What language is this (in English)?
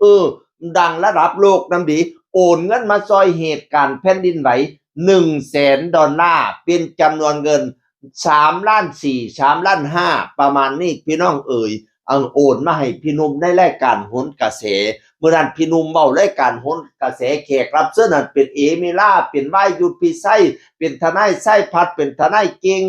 Northeastern Thai